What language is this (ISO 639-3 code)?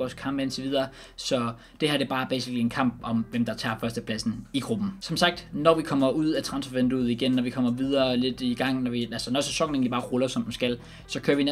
dan